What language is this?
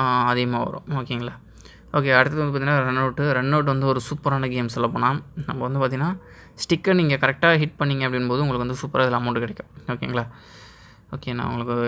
Tamil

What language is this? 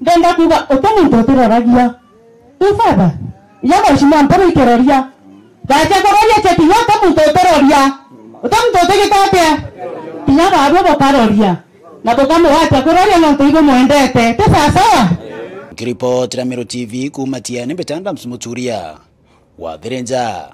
Meru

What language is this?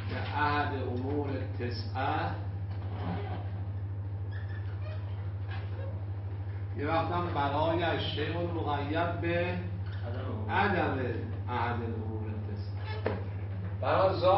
Persian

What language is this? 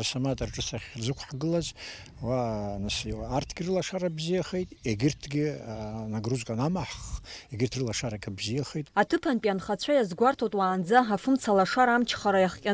Abkhazian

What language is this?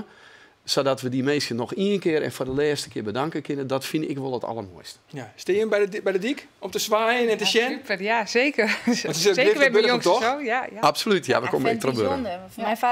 Western Frisian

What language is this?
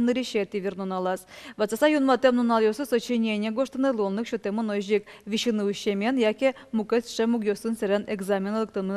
Udmurt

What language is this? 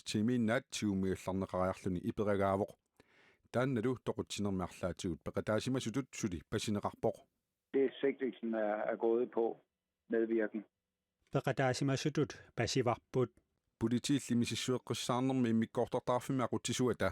Kalaallisut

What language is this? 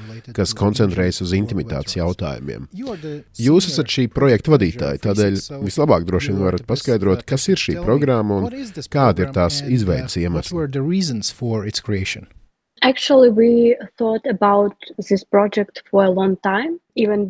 Latvian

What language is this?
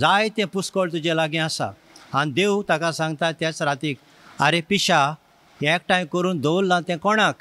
Konkani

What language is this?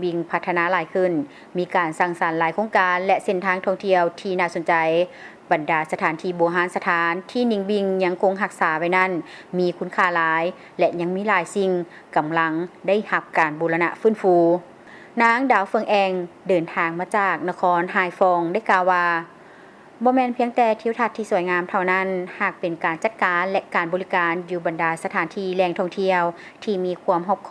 Lao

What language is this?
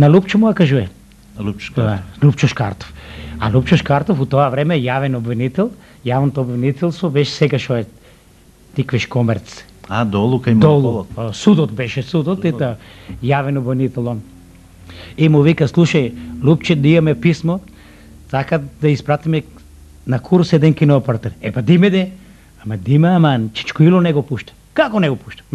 Macedonian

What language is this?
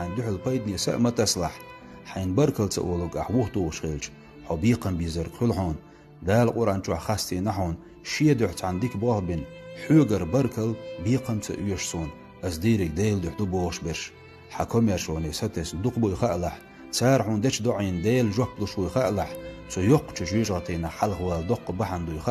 Chechen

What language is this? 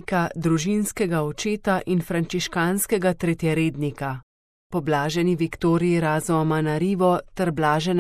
Slovenian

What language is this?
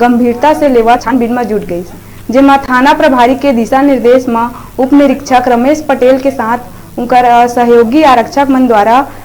Chhattisgarhi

